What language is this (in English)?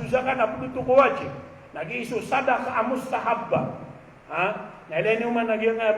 Maranao